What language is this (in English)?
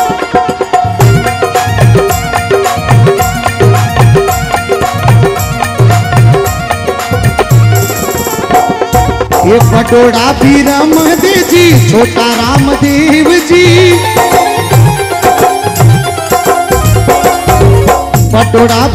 Hindi